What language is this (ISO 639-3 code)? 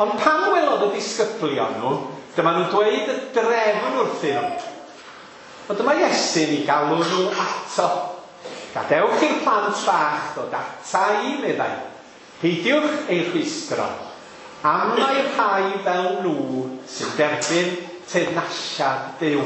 cym